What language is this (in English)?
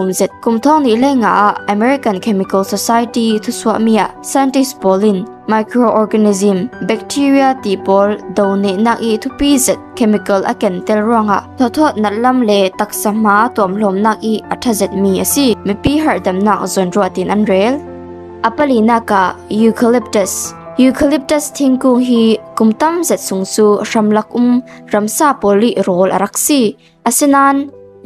Falam Chin